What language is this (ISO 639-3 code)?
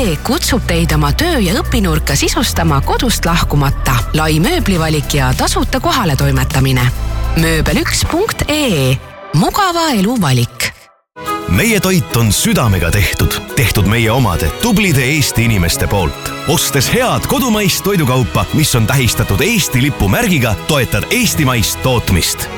est